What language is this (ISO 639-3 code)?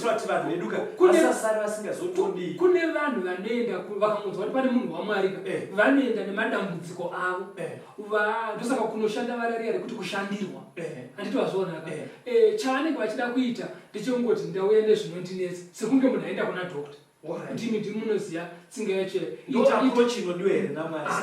sna